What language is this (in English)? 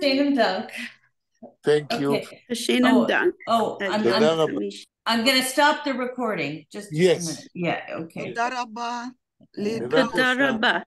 Yiddish